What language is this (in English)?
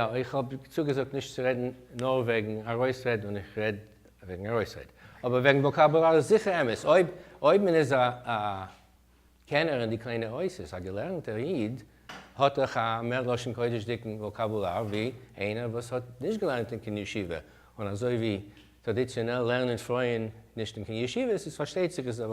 Yiddish